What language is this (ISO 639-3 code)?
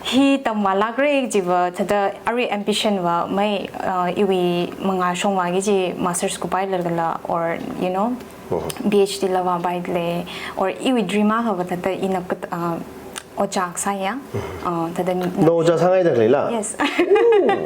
nmf